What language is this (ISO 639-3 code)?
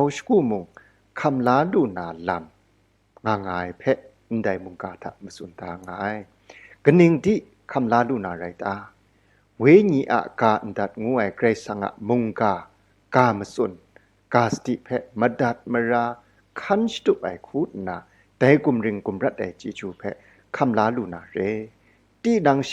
kac